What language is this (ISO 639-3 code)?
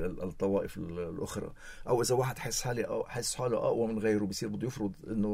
apc